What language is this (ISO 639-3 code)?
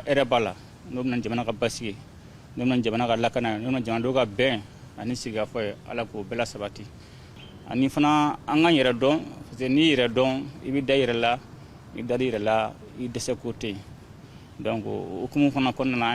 bam